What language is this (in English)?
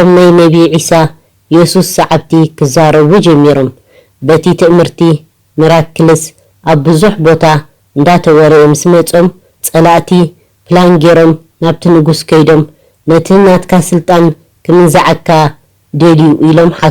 Tigrinya